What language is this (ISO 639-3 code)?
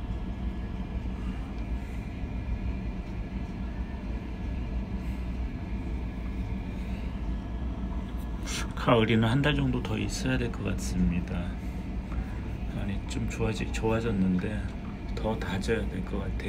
kor